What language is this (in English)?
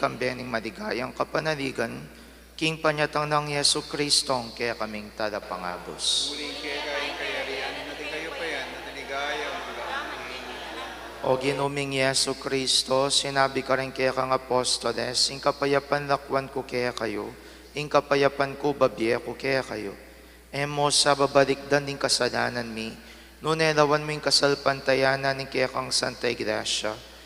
Pampanga